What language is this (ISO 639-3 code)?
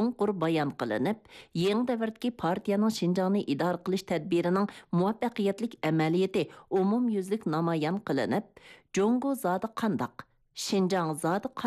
uig